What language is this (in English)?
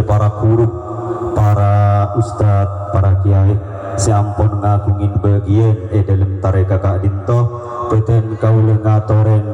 Madurese